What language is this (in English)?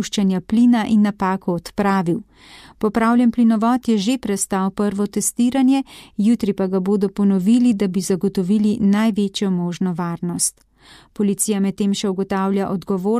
Slovenian